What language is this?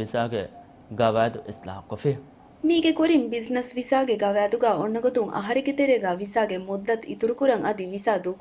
Divehi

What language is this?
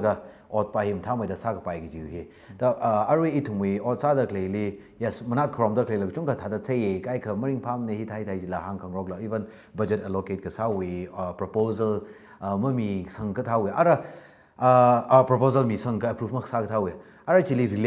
Tangkhul Naga (India)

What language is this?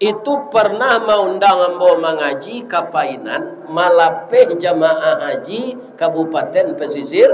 Minangkabau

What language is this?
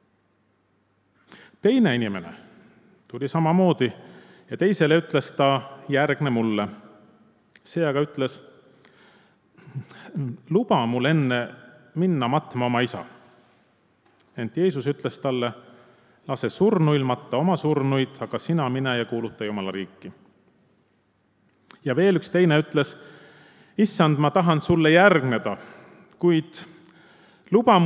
Estonian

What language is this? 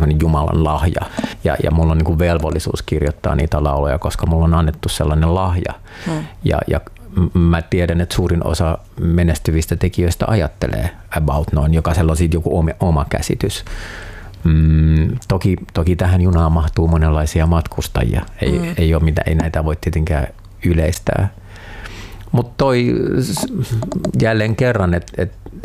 Finnish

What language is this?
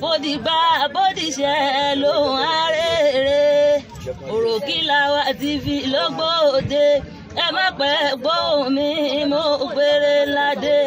Yoruba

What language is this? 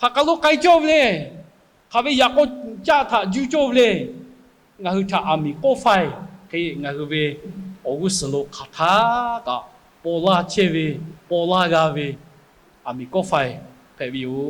Lahu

